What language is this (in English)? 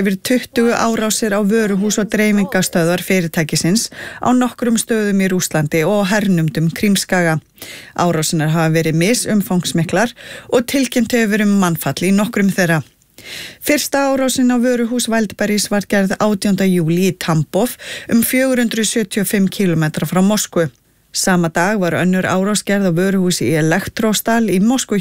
Icelandic